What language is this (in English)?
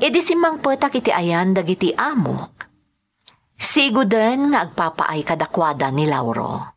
Iloko